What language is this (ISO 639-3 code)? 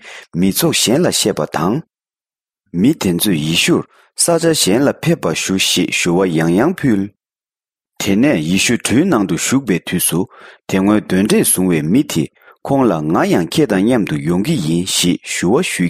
bod